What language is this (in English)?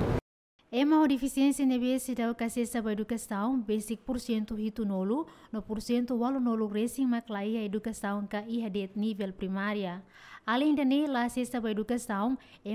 Tetum